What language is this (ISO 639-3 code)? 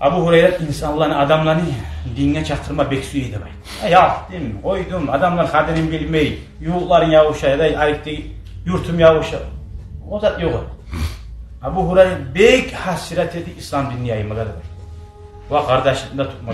kum